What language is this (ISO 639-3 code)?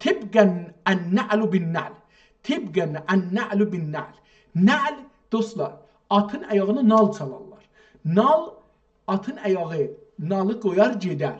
azb